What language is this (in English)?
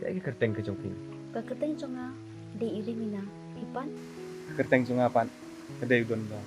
Khasi